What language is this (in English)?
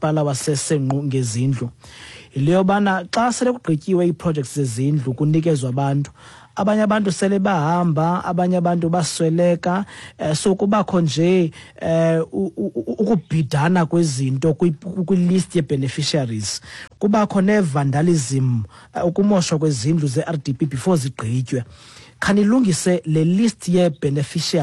Xhosa